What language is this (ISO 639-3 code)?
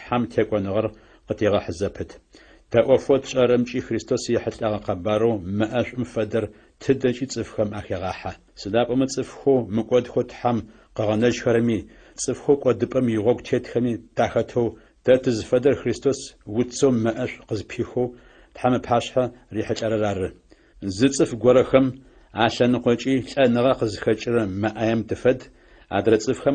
ady